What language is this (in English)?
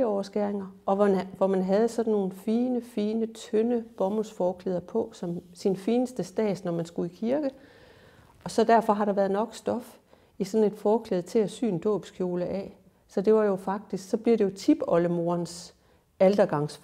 Danish